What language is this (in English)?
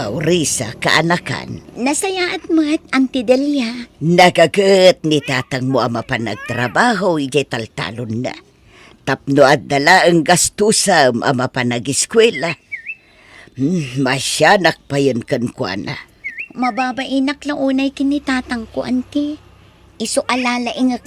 Iloko